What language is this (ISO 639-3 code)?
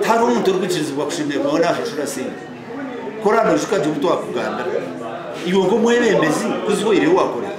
nyn